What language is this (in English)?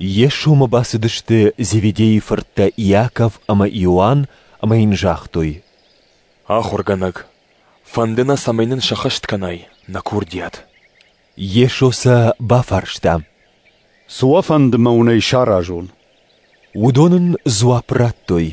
Ossetic